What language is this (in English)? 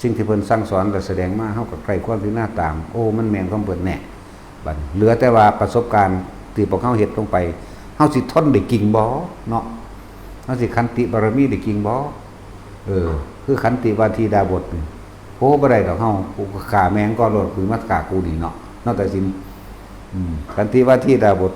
Northeastern Thai